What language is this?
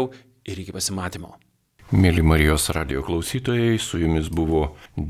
Lithuanian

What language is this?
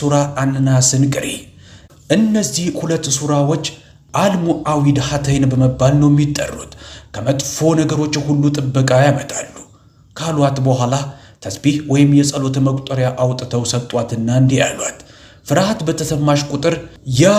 Amharic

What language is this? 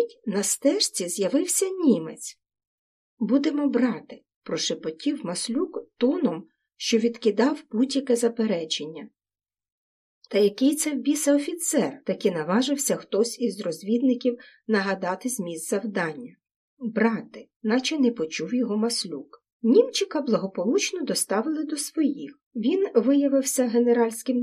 Ukrainian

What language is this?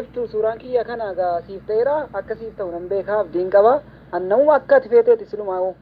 Oromo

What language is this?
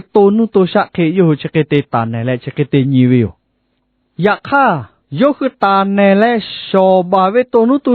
Lahu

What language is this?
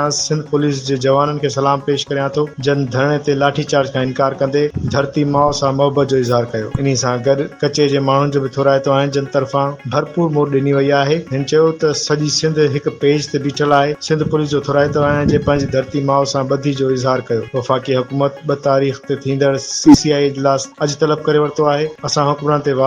Sindhi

